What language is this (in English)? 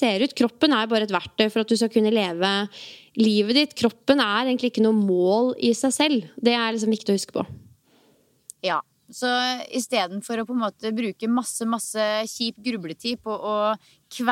Norwegian